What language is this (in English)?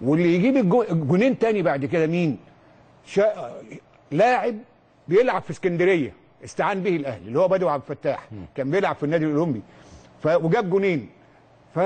Egyptian Arabic